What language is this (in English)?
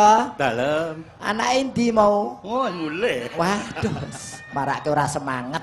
Javanese